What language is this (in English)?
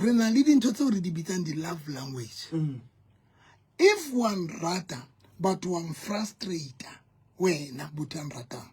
Southern Sotho